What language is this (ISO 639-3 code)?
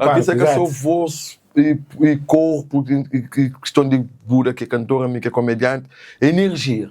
kea